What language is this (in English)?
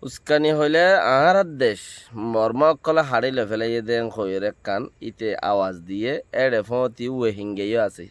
Rohingya